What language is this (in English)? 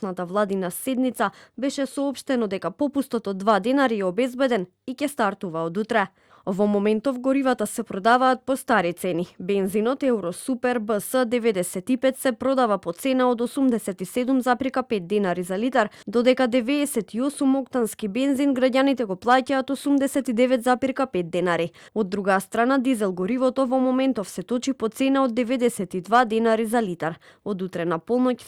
Macedonian